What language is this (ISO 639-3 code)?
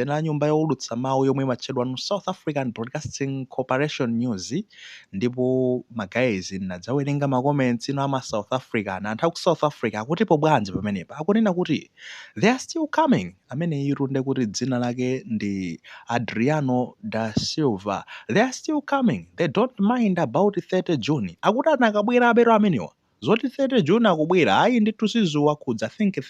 nya